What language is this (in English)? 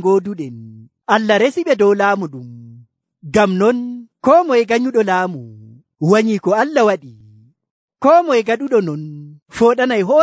Nigerian Fulfulde